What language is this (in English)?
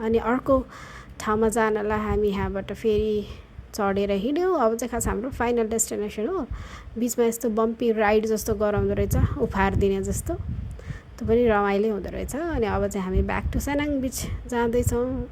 Nepali